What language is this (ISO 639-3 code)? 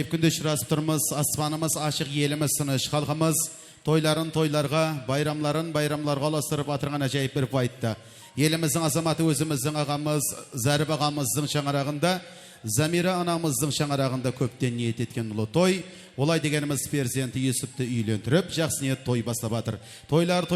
kaa